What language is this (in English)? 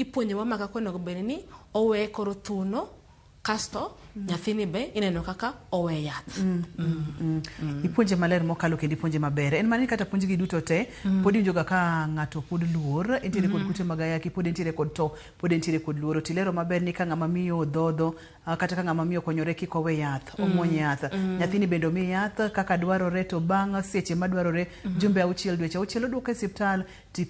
Luo (Kenya and Tanzania)